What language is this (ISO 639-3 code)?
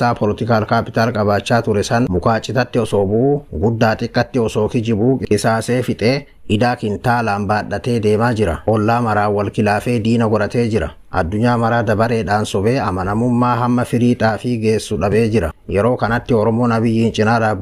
orm